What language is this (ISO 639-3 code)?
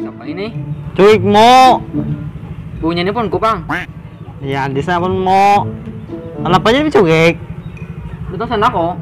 bjn